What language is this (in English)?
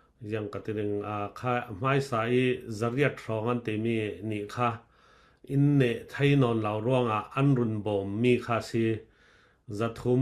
Falam Chin